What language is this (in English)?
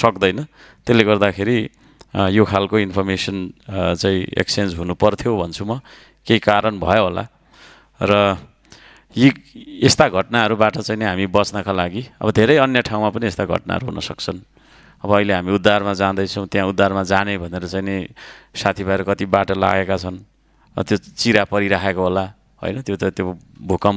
Nepali